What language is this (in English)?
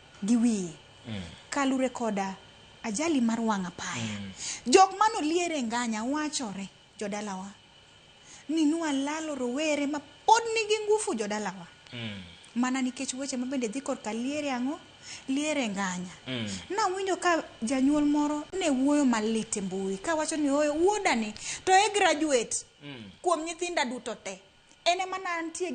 Luo (Kenya and Tanzania)